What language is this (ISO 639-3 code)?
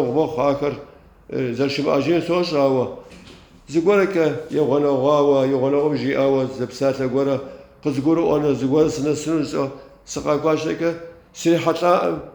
kbd